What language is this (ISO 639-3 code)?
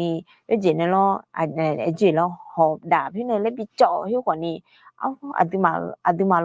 ahk